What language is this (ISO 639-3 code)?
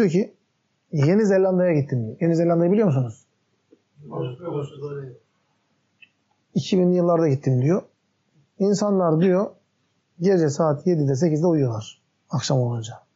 tur